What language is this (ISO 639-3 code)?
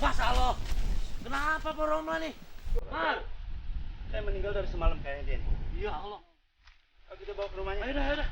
bew